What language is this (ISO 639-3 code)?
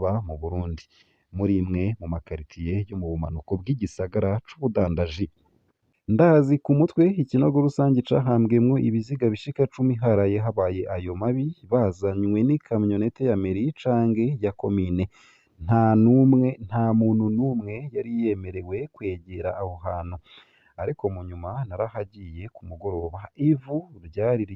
run